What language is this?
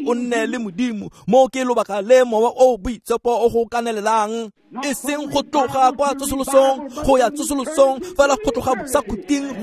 Tswana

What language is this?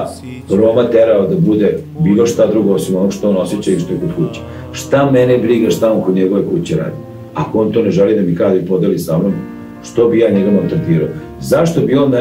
Serbian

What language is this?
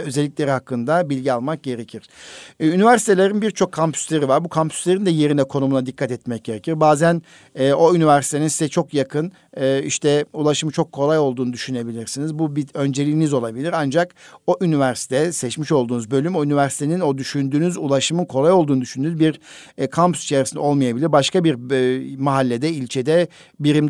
Turkish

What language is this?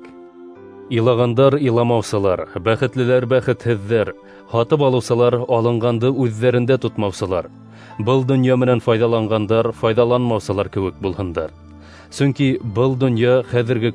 Bashkir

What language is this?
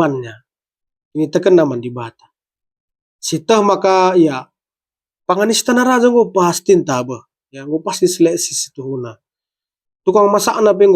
Batak Karo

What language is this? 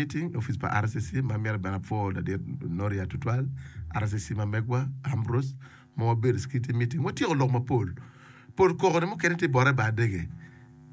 Acoli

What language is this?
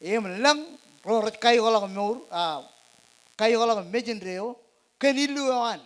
Marshallese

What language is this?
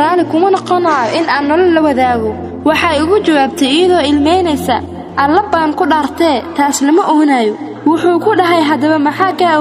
Somali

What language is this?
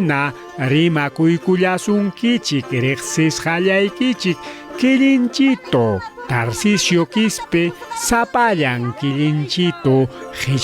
Ayacucho Quechua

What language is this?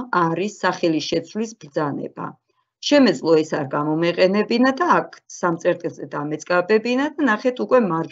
Georgian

